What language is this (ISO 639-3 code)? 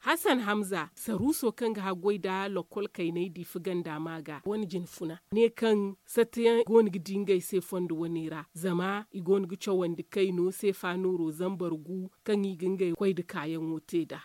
dje